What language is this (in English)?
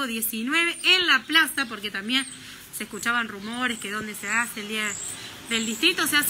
Spanish